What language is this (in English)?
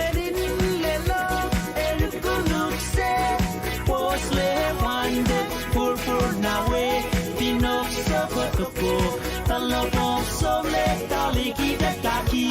Pohnpeian